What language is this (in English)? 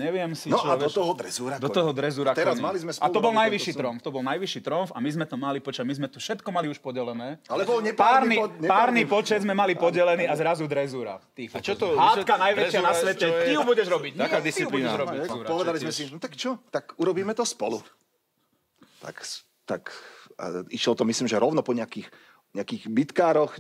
Slovak